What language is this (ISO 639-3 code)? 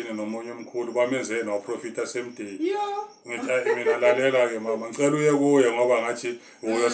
zul